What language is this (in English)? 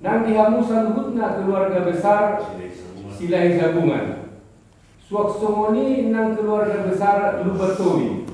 Batak Toba